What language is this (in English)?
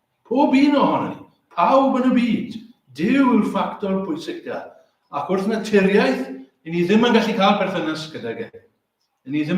Welsh